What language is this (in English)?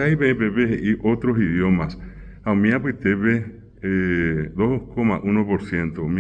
Guarani